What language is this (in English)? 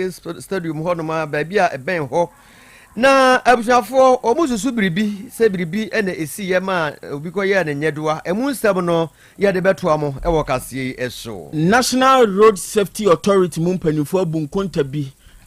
Akan